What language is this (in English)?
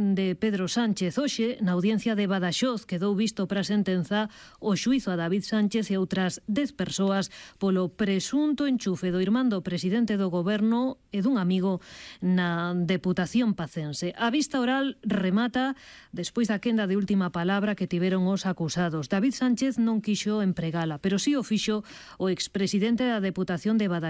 Galician